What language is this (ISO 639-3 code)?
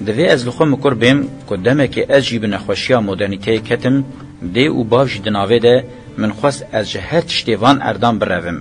kur